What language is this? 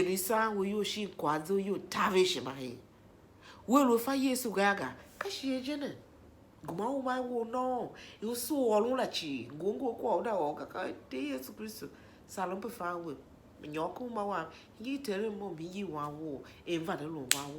Tiv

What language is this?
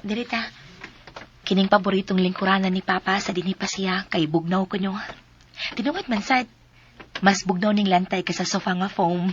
Cebuano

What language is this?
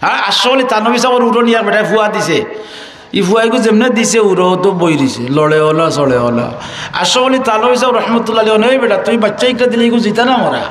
Sylheti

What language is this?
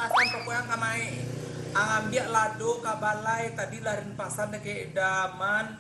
Minangkabau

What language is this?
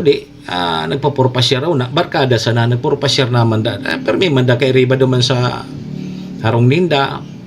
Bikol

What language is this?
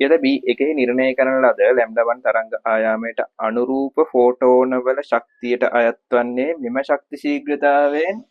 Sinhala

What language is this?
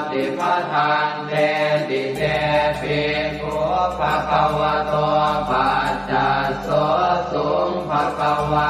Pali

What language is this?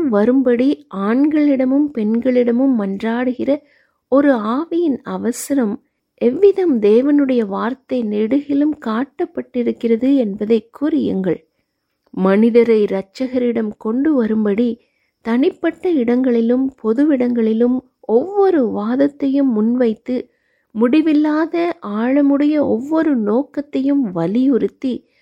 Tamil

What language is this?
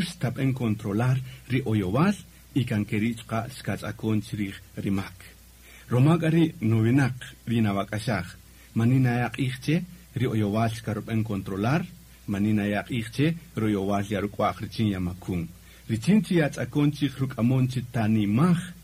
Kaqchikel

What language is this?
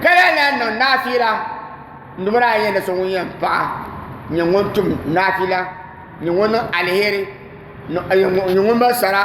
Dagbani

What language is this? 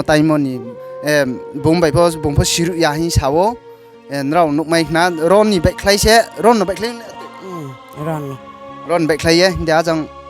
Riang (India)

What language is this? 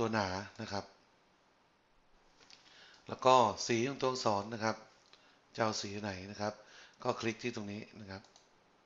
Thai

